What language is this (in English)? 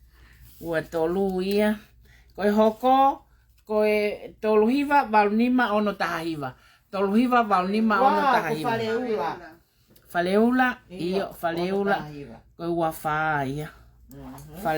Tongan